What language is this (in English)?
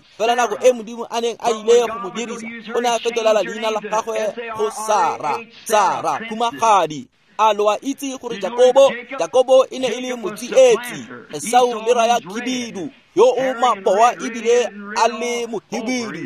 Tswana